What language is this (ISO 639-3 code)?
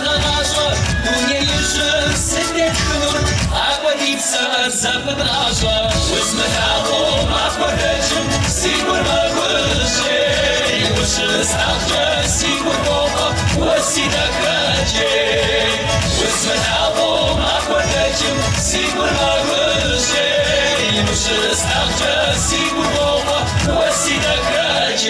kbd